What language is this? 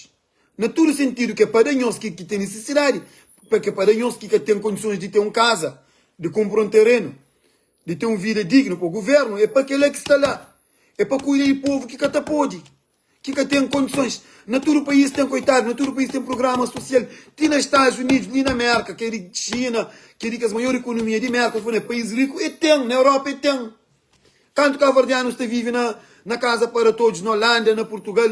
Kabuverdianu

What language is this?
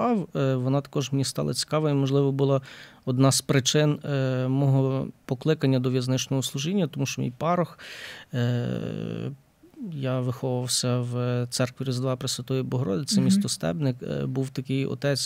Ukrainian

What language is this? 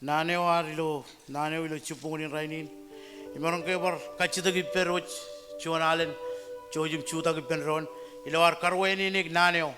Marshallese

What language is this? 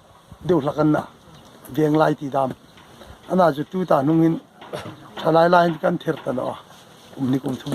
Hmar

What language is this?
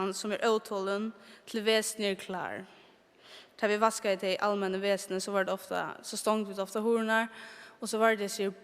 Faroese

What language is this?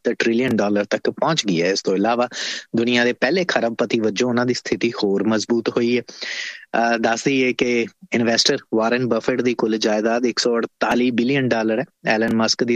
Punjabi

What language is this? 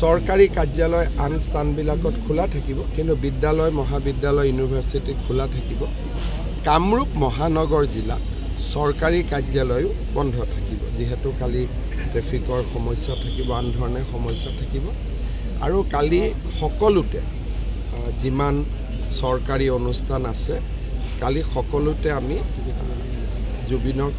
Assamese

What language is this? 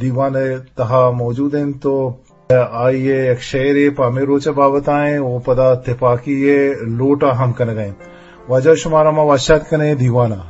Eastern Balochi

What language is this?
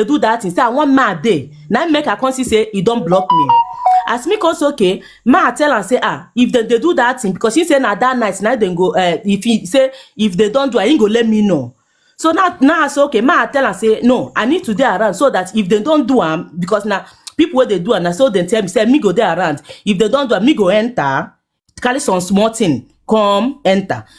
Nigerian Pidgin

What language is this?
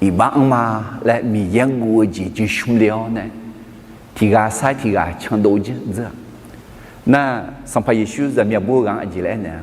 Akha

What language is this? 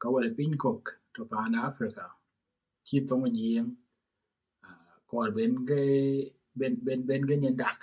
Dinka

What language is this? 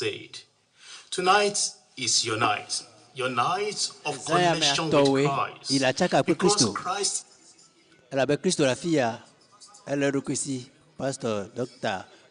Ewe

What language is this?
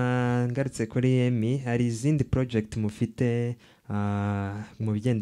Kinyarwanda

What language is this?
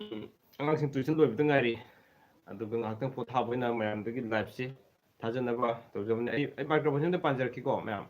Manipuri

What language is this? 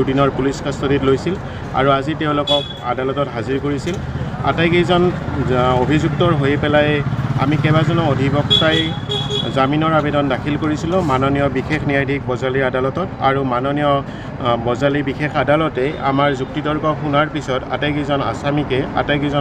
Assamese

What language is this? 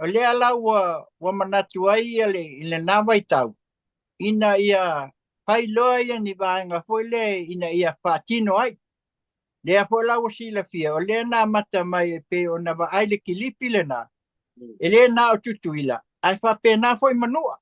Samoan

